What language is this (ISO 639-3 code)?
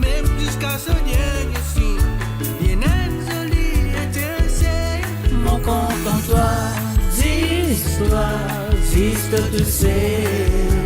mfe